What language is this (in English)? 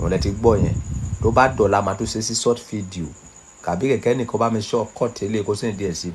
Yoruba